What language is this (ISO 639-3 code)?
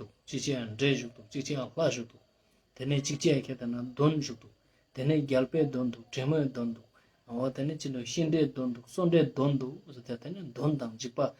lbj